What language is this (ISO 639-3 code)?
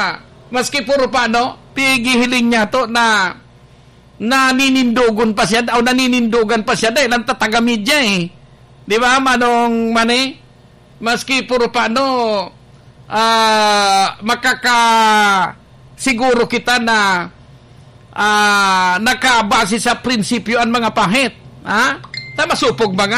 bik